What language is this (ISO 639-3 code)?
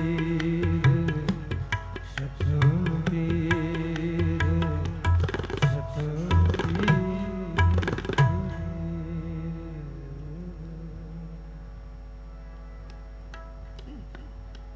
pan